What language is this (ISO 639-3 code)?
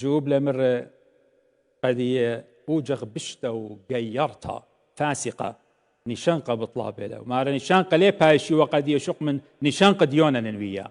aii